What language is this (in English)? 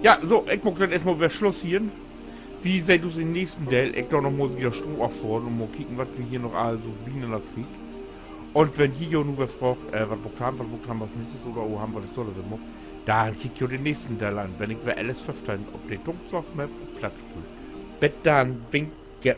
Low German